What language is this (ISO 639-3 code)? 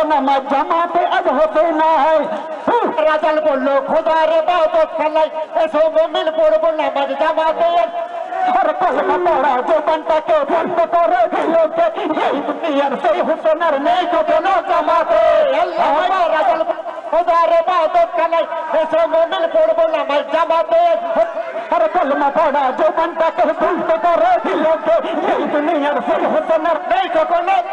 ben